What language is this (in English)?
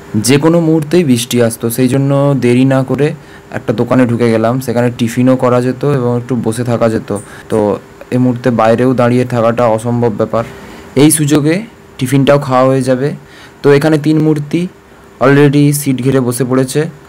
Bangla